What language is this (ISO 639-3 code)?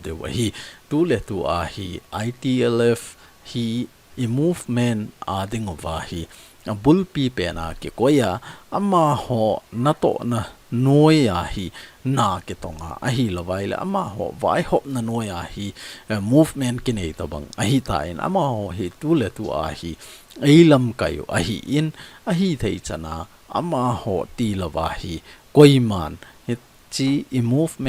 tcz